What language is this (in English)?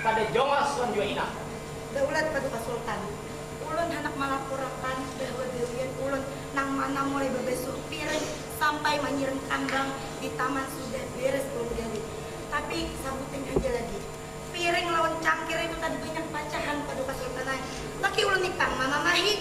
Banjar